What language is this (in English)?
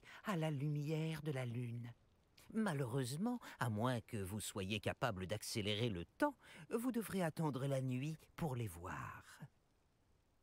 French